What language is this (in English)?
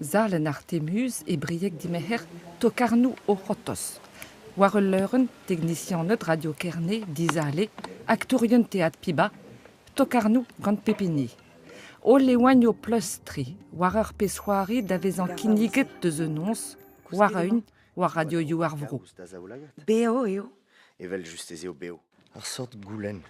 Breton